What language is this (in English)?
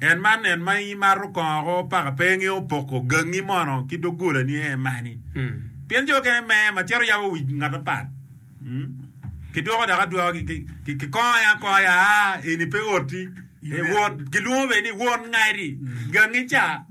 Acoli